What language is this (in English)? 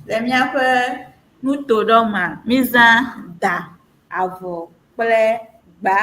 Ewe